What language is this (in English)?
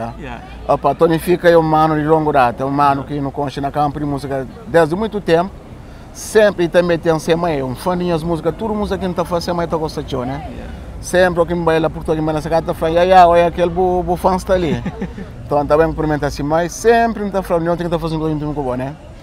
Kabuverdianu